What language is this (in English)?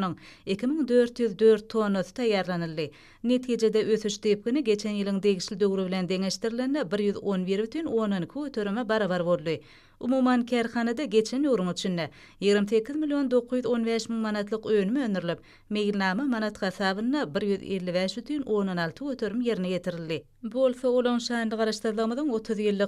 Turkmen